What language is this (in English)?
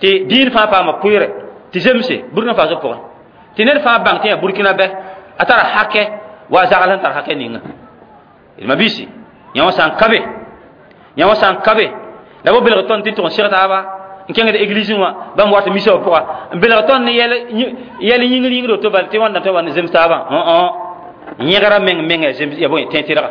Mossi